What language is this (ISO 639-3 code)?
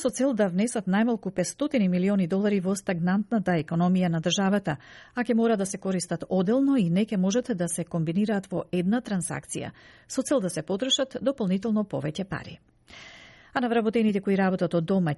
mkd